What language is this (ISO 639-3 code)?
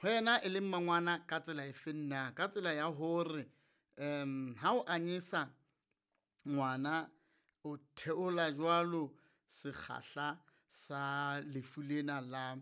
sot